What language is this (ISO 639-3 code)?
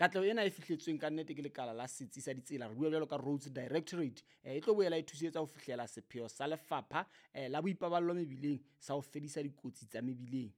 sot